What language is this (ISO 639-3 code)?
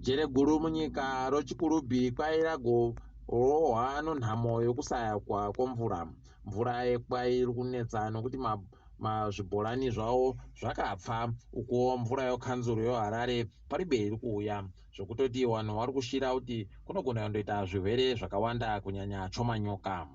ndc